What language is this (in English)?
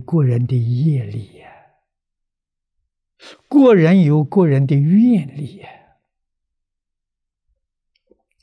Chinese